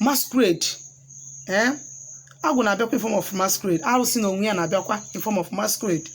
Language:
Igbo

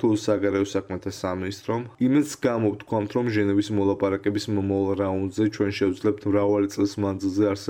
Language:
Georgian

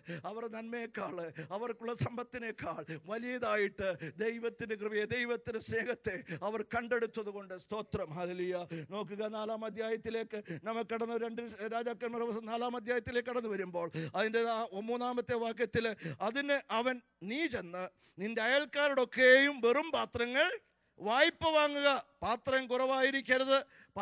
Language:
Malayalam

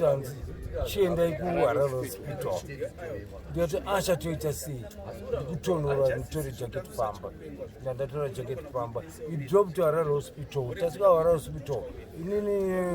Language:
Shona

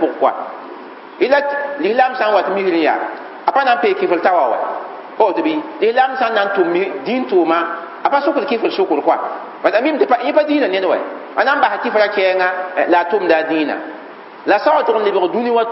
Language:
Mossi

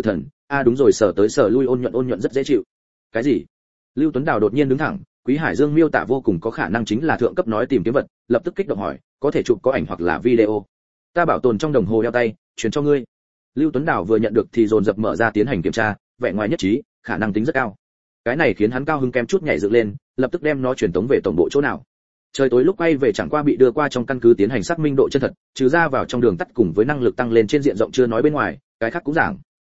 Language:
Vietnamese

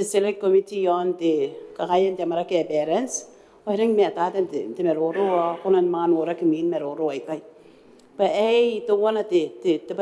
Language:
Gilbertese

